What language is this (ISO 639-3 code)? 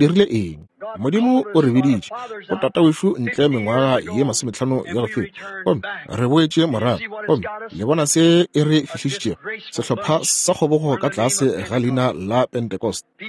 nso